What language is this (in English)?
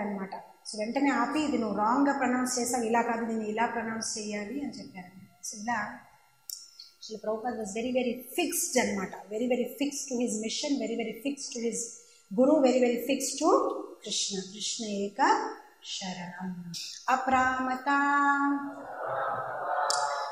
Telugu